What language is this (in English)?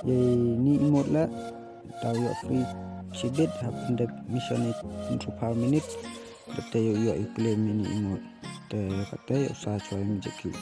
Khasi